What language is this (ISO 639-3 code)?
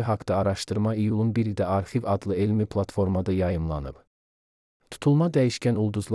aze